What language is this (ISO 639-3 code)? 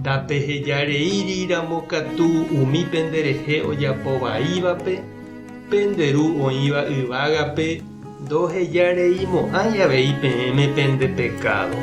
grn